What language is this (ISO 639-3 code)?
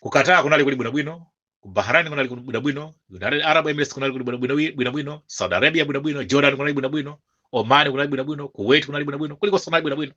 nya